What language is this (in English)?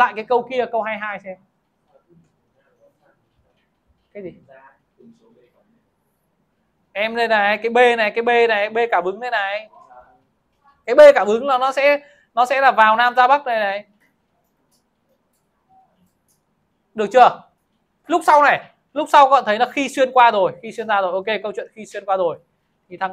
Vietnamese